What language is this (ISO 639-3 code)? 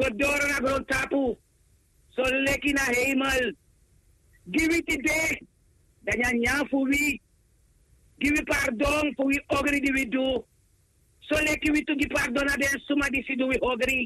srn